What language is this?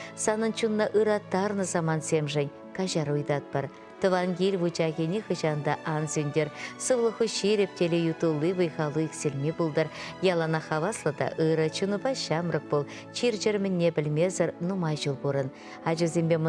Chuvash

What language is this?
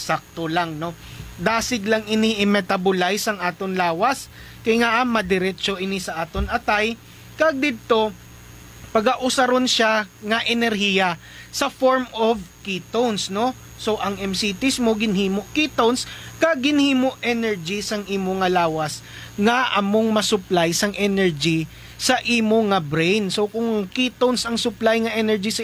Hiligaynon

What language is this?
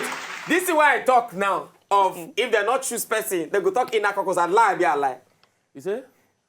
Nigerian Pidgin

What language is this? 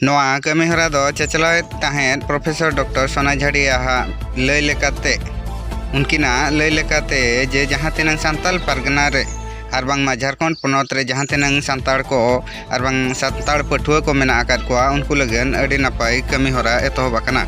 Santali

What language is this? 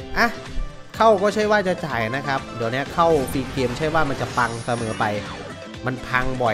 Thai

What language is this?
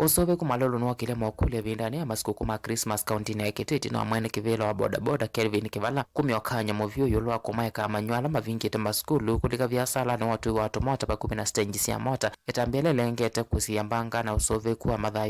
Kamba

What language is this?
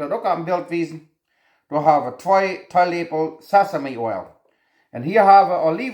Plautdietsch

